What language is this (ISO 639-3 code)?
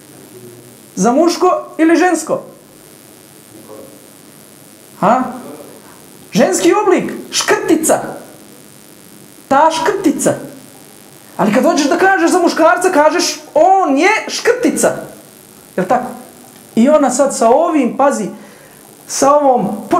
bos